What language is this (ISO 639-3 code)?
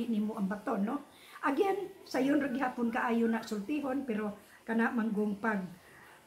ceb